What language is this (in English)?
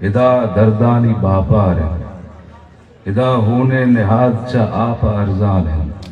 Baluchi